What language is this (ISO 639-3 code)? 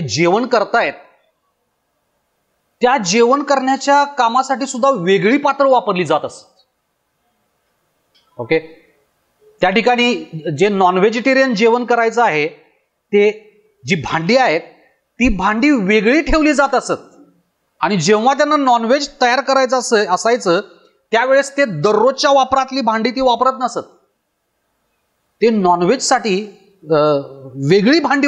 mar